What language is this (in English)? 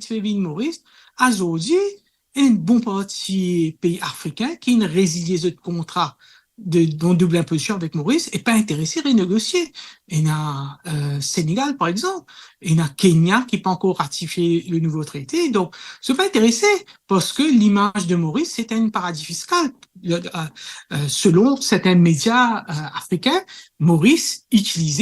Morisyen